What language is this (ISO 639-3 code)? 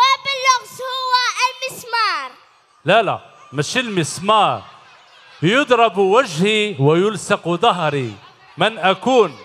arq